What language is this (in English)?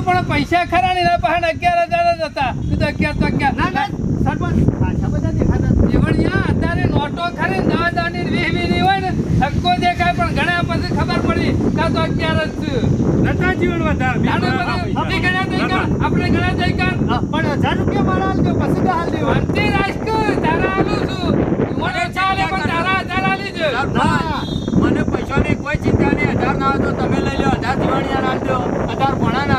Gujarati